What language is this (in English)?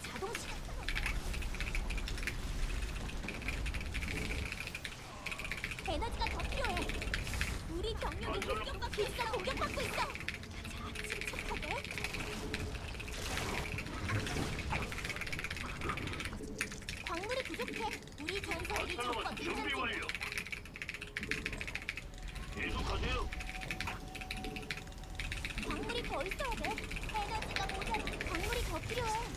Korean